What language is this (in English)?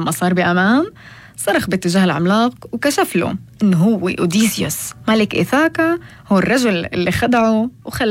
North Levantine Arabic